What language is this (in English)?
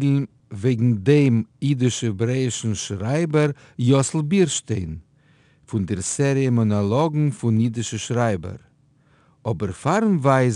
Yiddish